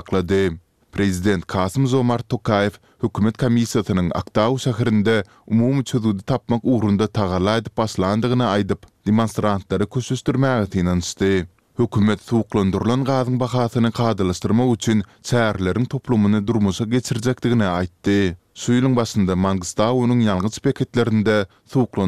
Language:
Turkmen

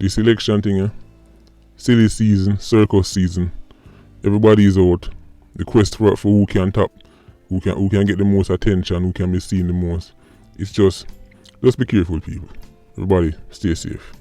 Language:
Jamaican Creole English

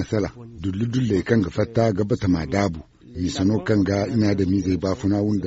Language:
Zarma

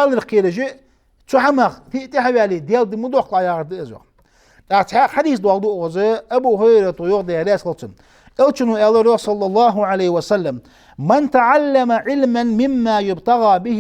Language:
Ingush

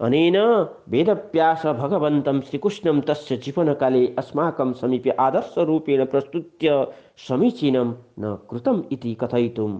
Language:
Sanskrit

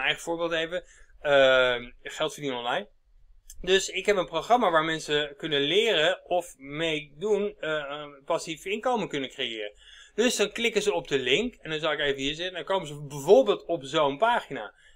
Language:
Dutch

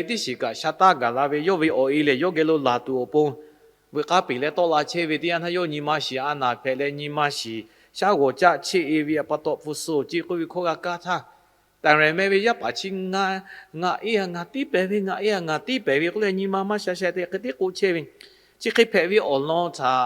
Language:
Lahu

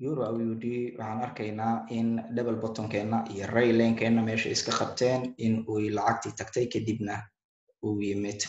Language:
Somali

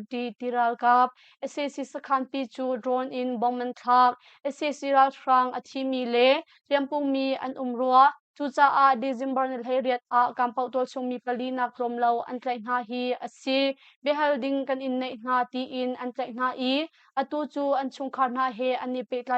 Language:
Hakha Chin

